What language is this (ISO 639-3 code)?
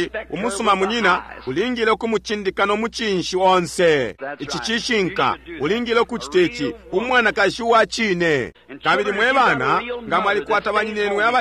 bem